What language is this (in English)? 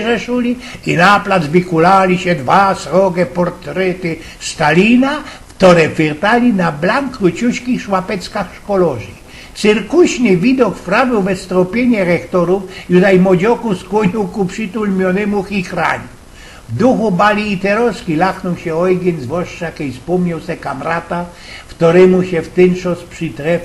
Silesian